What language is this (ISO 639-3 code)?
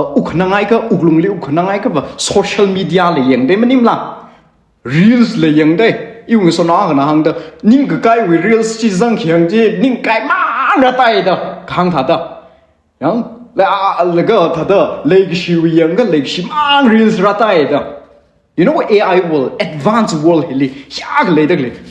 nmf